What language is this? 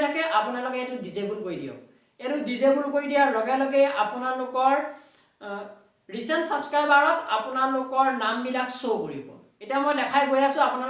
Assamese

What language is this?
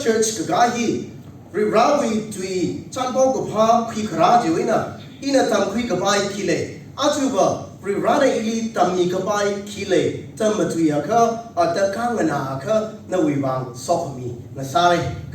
Tangkhul Naga (India)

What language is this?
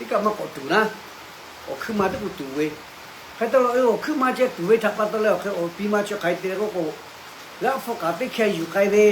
Lahu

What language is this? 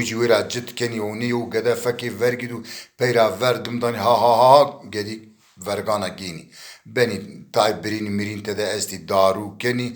Zaza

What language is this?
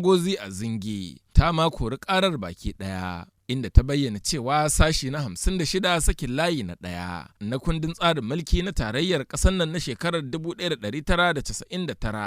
Hausa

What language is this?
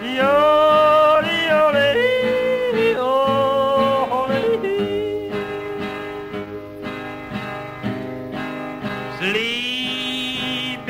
English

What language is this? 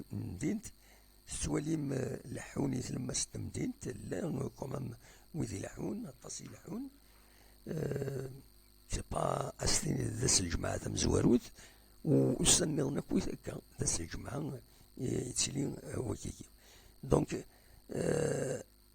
Kabyle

